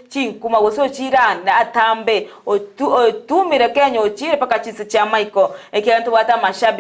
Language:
Gusii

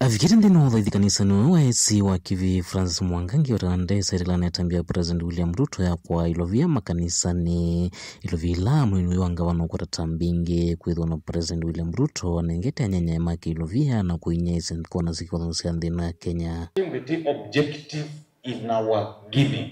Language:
Kamba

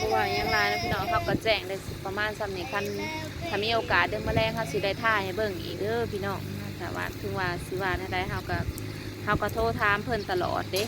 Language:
Northeastern Thai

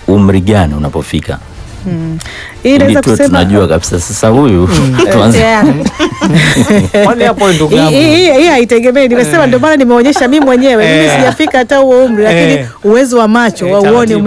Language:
Swahili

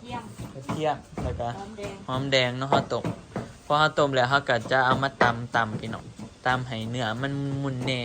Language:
Northeastern Thai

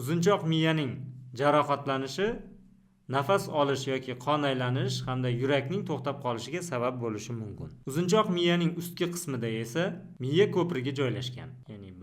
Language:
Uzbek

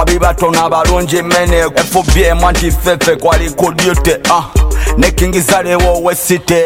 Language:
Swahili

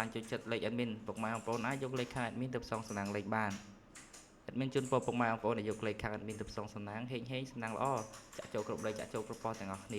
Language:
Khmer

